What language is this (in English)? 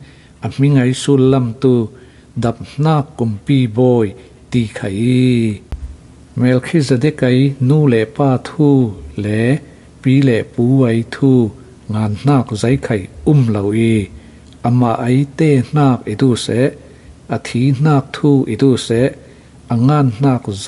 Falam Chin